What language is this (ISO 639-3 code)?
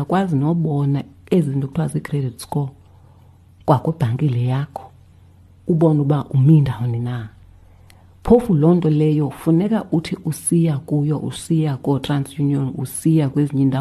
xho